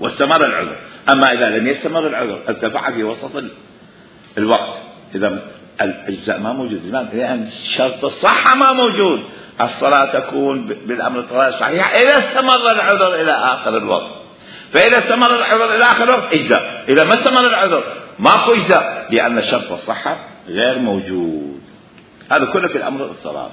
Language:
Mesopotamian Arabic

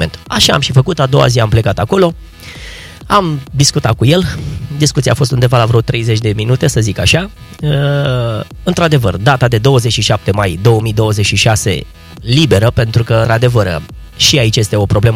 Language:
Romanian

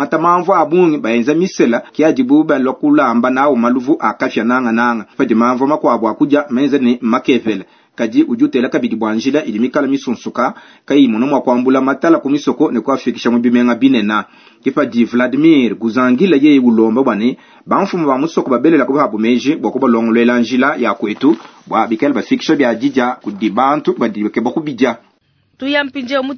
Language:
Luba-Lulua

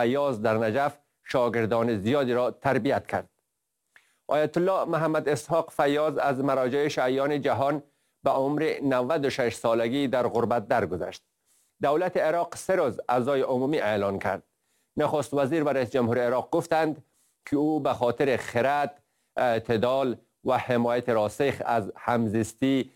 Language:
Persian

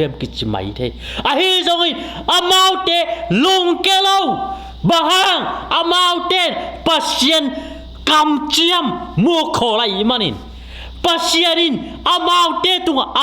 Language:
Tedim Chin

